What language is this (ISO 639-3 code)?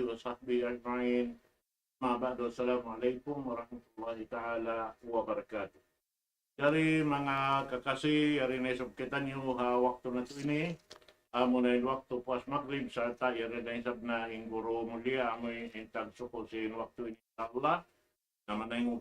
tsg